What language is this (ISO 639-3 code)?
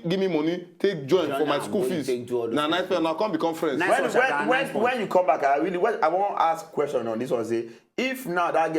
pcm